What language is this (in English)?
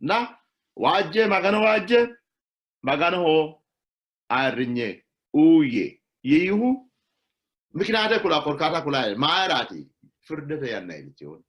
Sidamo